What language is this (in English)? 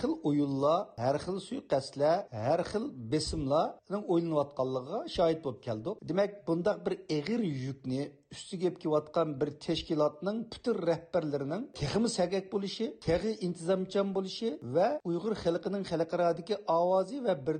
Uyghur